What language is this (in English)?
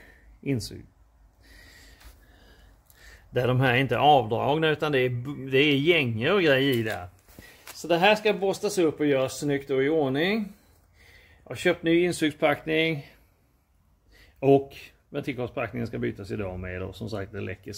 Swedish